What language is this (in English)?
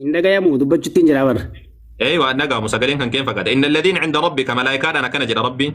Oromo